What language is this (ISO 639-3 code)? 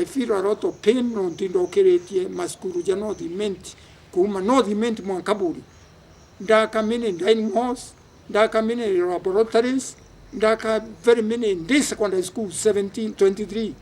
mer